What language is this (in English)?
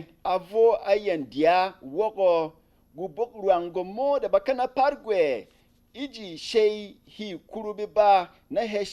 Berom